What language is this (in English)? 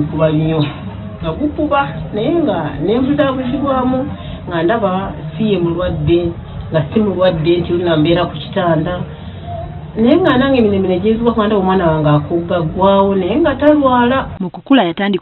Ganda